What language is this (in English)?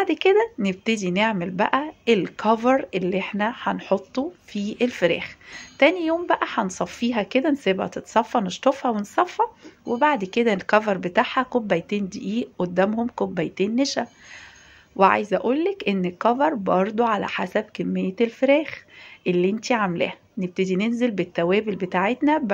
Egyptian Arabic